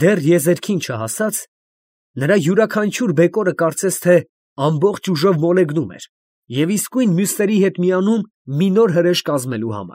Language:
Armenian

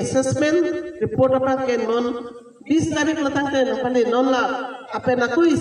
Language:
Karbi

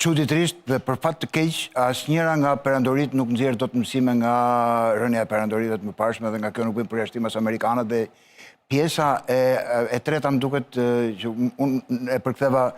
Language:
Albanian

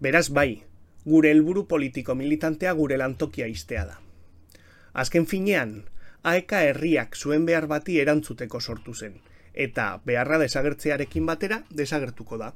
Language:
Basque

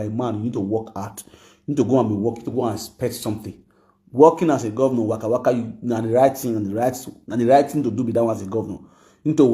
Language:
Nigerian Pidgin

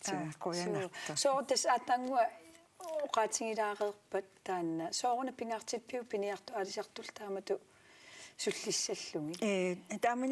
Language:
Kalaallisut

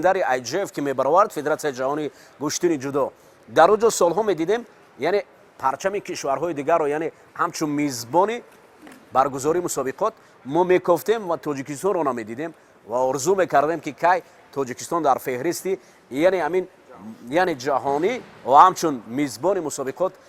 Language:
Tajik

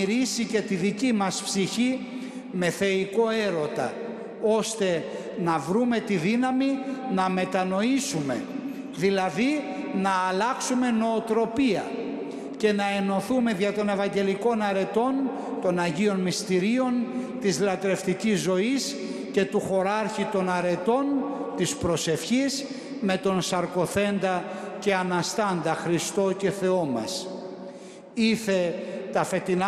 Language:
Greek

